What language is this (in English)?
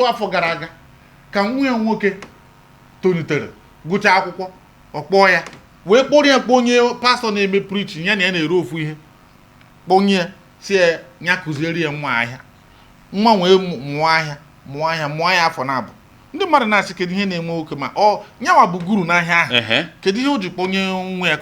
Igbo